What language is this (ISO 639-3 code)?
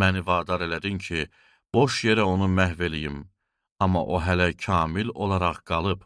aze